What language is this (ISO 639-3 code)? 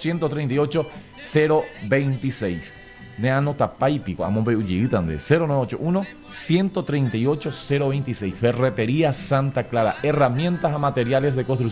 grn